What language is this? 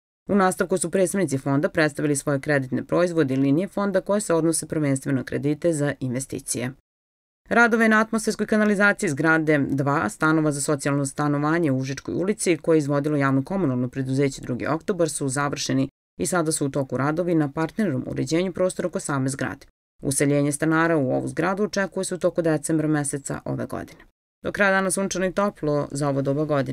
Serbian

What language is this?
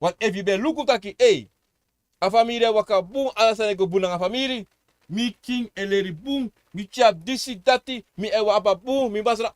Sranan Tongo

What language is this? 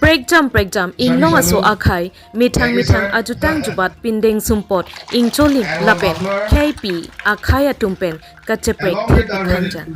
Karbi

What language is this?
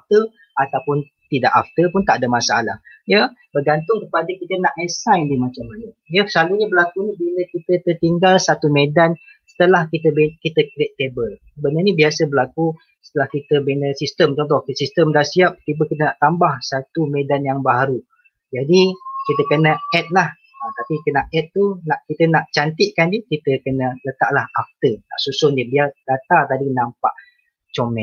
Malay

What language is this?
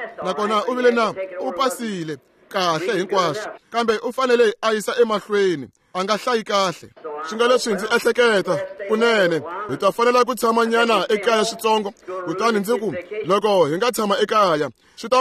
Tsonga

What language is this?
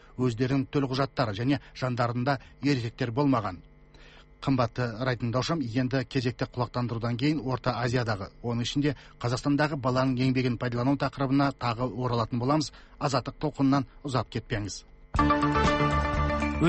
Kazakh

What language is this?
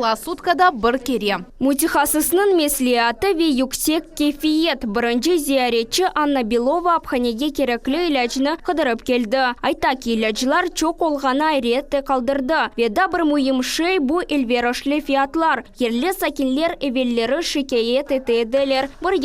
Crimean Tatar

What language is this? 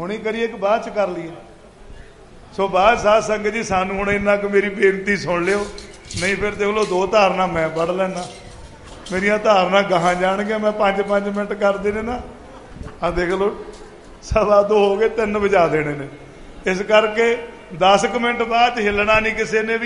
Punjabi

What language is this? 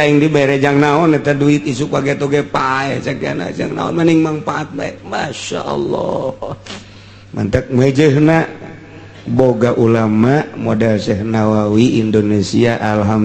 Sundanese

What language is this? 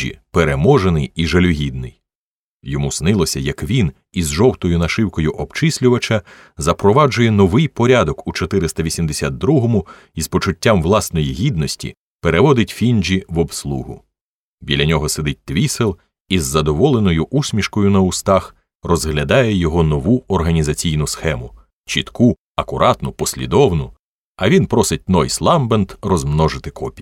Ukrainian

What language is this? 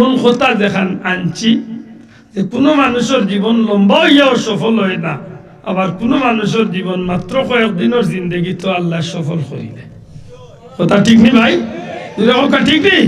Sylheti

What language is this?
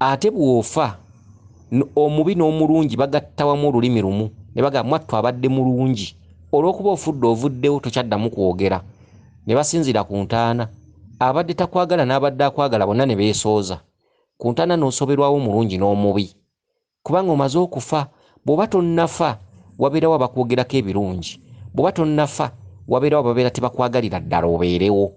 Ganda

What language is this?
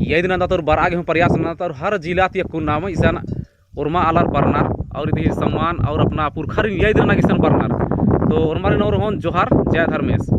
Kurukh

